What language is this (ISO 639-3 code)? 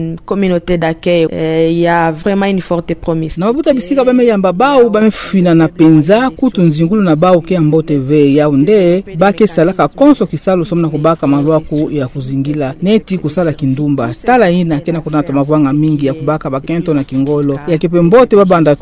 ktu